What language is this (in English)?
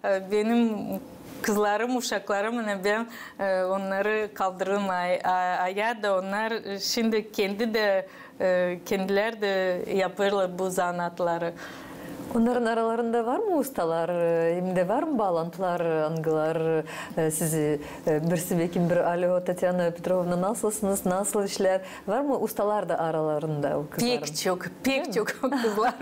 Gagauz